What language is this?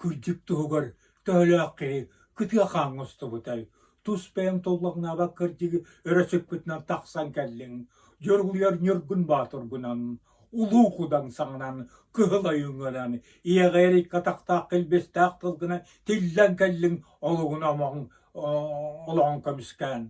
Yakut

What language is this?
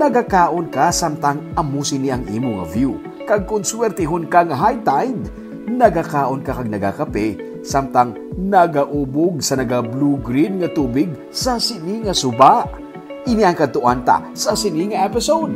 Hiligaynon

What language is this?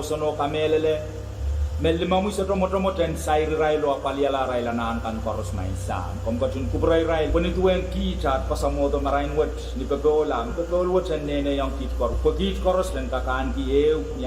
Pohnpeian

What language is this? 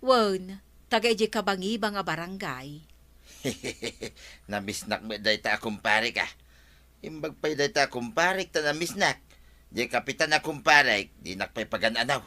Iloko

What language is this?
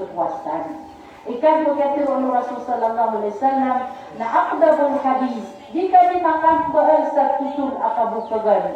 Maranao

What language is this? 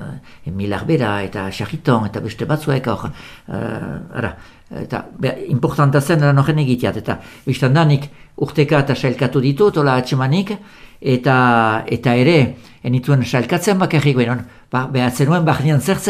Basque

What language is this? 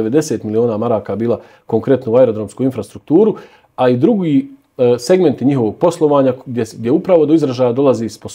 Bosnian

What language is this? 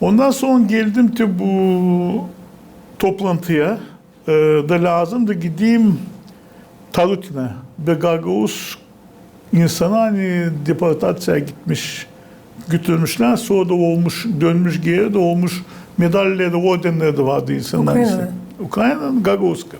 Gagauz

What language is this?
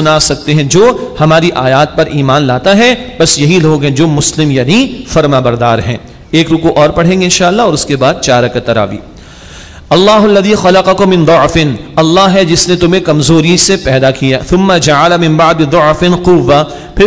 Urdu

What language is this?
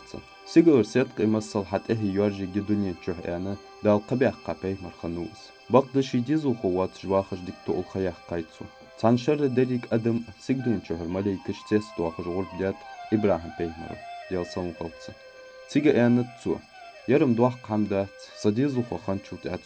Ingush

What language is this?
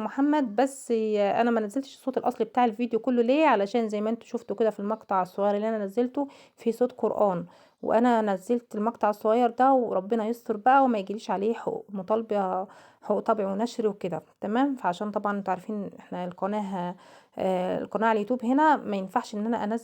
Egyptian Arabic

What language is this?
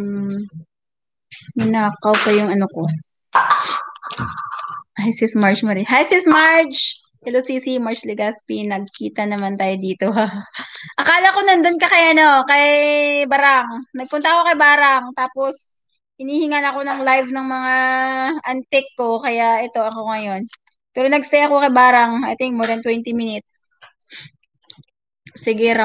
Filipino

